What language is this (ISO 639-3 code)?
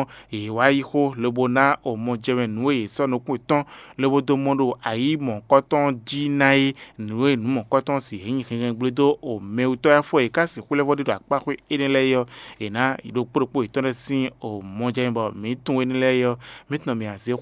fon